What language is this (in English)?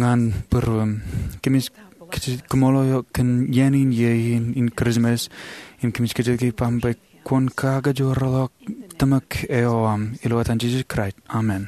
Marshallese